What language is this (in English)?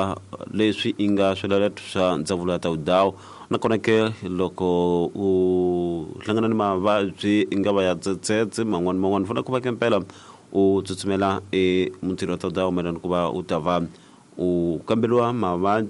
Tsonga